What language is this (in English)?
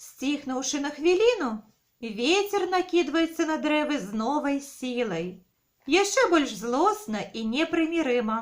Belarusian